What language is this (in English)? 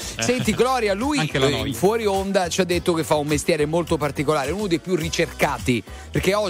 Italian